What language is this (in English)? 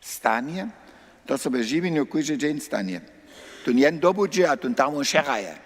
Upper Sorbian